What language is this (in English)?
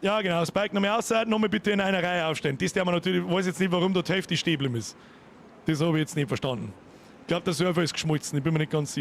Bavarian